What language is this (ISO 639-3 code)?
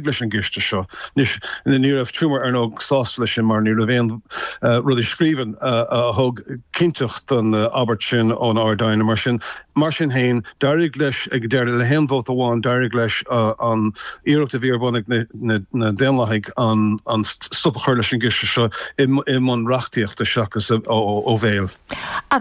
gle